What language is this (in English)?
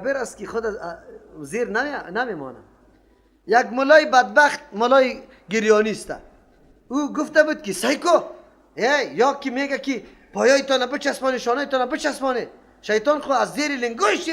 Persian